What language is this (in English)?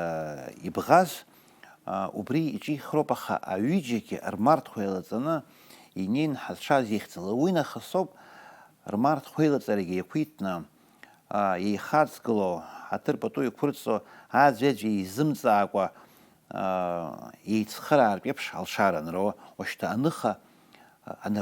Abkhazian